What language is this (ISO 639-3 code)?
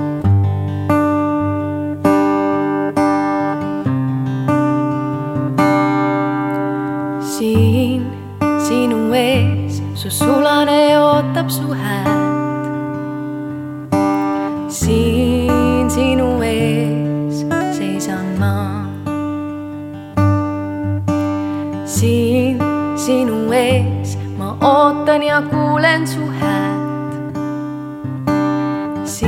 est